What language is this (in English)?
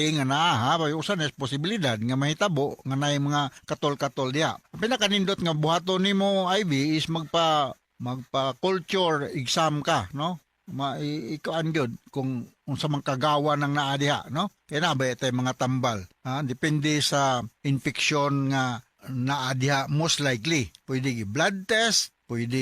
Cebuano